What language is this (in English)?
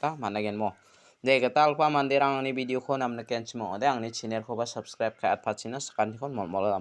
Garo